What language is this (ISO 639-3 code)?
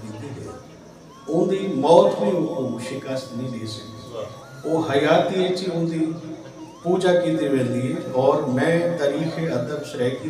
skr